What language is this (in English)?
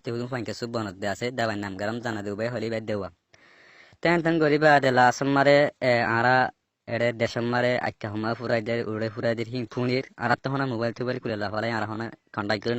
Rohingya